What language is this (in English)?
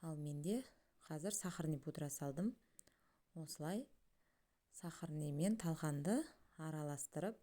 Kazakh